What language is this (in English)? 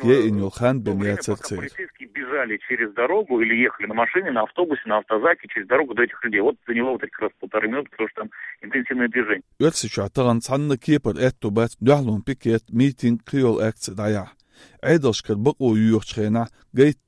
Chechen